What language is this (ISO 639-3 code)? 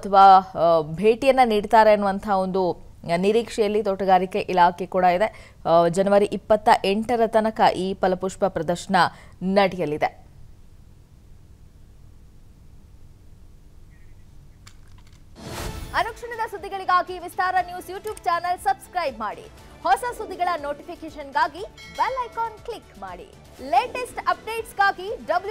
kan